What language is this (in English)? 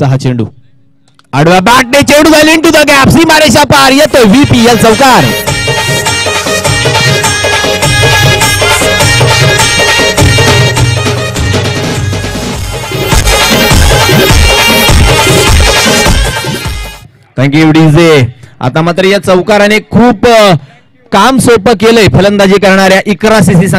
Marathi